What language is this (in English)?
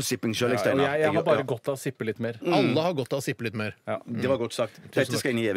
Norwegian